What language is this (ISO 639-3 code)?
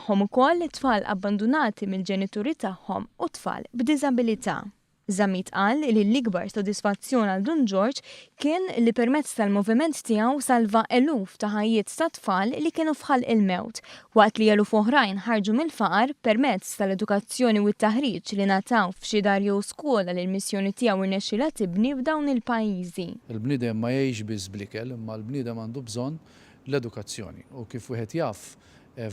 mlt